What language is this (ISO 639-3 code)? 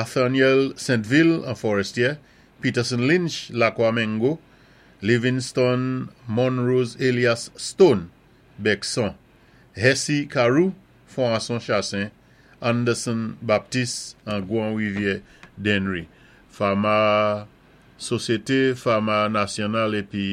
acf